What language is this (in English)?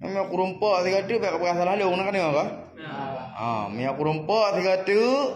Achinese